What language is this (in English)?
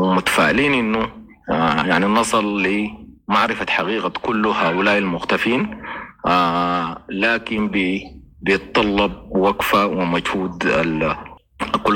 Sudanese Arabic